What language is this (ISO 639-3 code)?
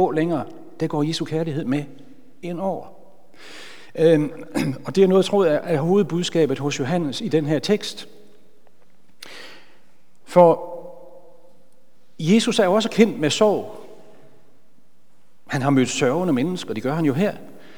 dan